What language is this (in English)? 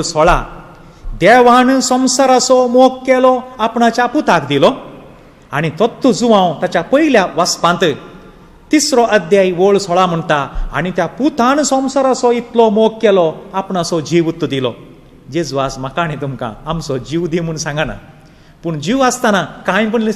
Konkani